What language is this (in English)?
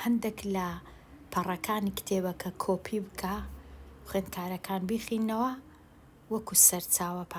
Central Kurdish